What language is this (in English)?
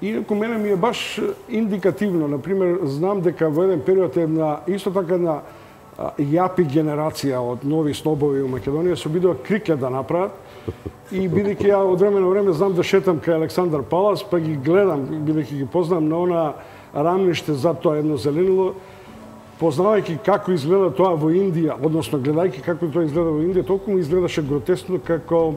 Macedonian